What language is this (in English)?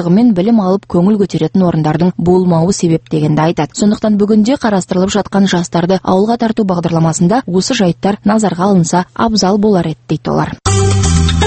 Kazakh